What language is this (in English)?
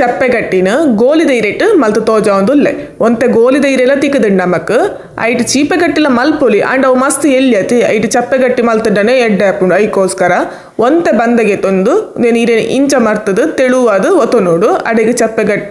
Tulu